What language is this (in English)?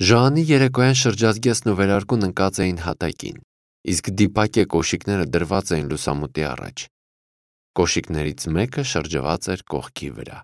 Armenian